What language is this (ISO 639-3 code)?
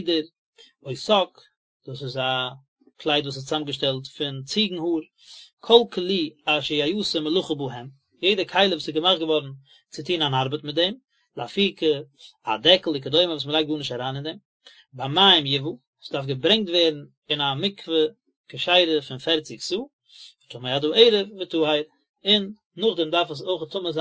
yid